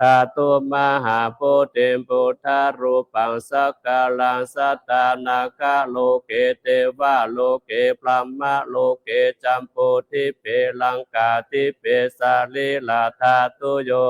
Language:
Pali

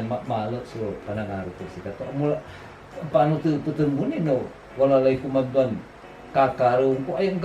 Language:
Pangasinan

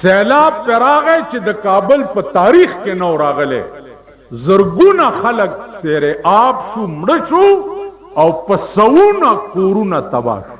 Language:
Pashto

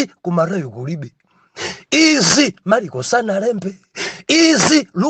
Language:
Nyanja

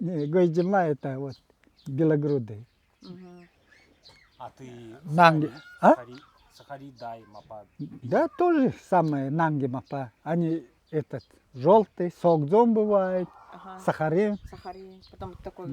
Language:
Nanai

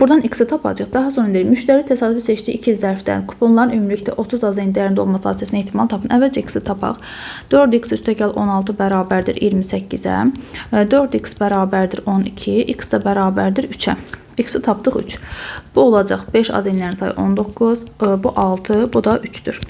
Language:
Azerbaijani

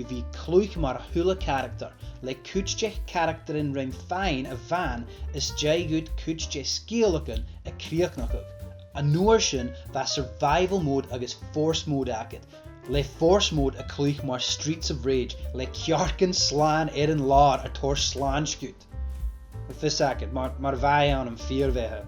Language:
Scottish Gaelic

